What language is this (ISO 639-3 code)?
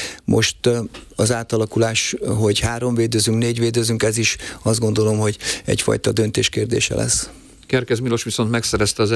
hun